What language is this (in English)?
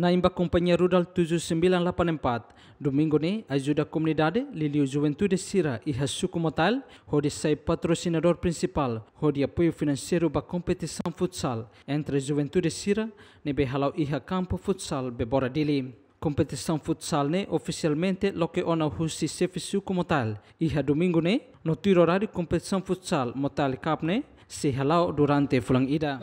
Tetum